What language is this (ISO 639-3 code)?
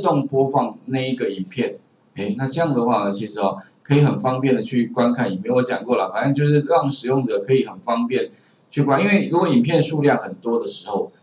zho